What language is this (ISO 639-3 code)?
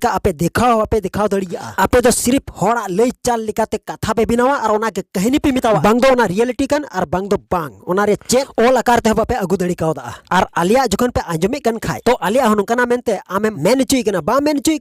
sat